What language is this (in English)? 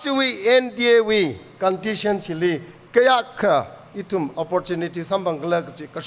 Tangkhul Naga (India)